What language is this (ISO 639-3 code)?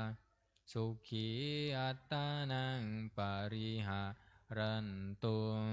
pli